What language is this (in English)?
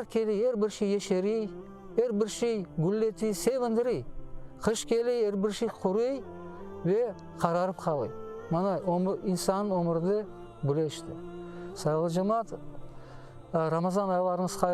Crimean Tatar